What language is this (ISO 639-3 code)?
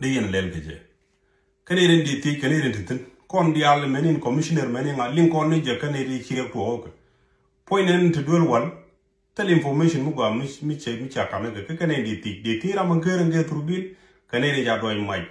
nus